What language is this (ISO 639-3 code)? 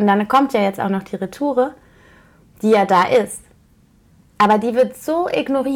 deu